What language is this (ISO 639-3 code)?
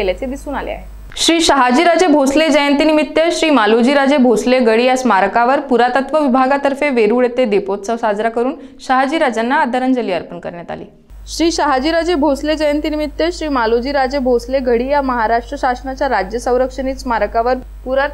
mar